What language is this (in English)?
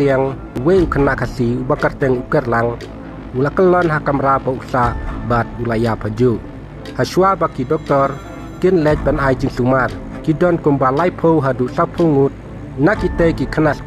Khasi